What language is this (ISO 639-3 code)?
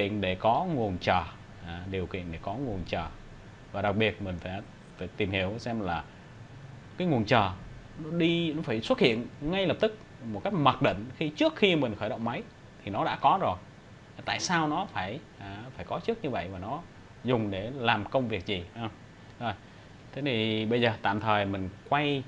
vie